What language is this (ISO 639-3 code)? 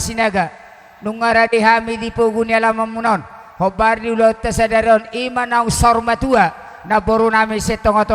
bbc